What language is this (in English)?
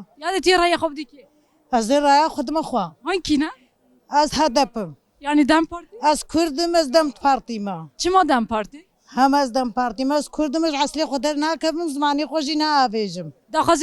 Kurdish